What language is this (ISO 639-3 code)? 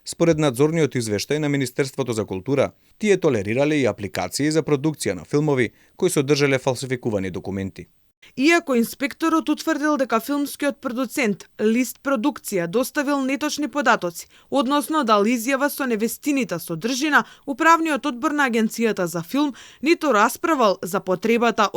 mkd